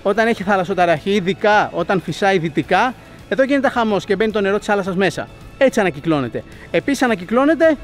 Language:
Greek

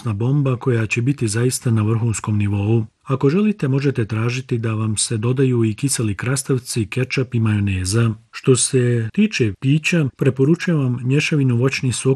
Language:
Bosnian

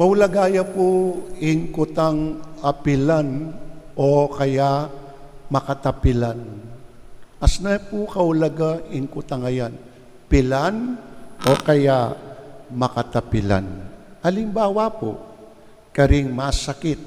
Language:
Pampanga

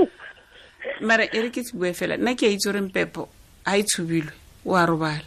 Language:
Tswana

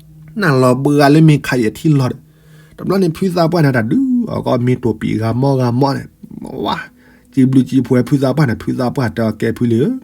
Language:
S'gaw Karen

